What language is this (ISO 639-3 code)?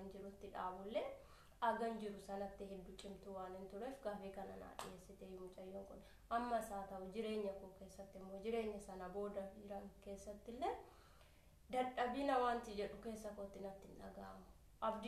orm